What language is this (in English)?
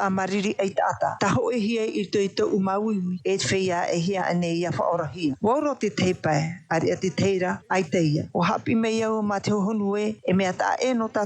Tahitian